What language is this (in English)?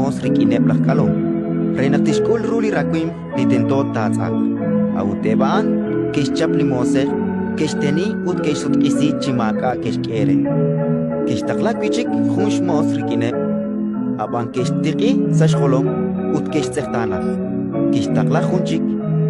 Kekchí